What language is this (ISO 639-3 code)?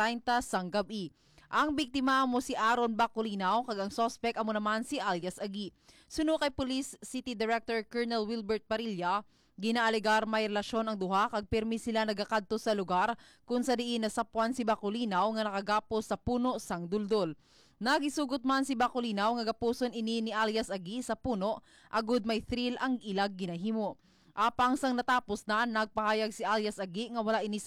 hil